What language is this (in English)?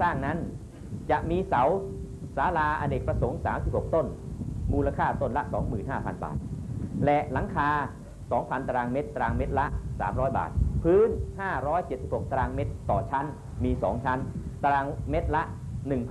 Thai